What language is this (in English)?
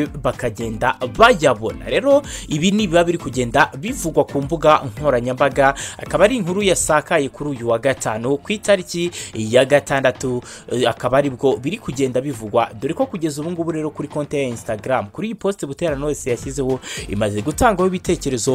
Kinyarwanda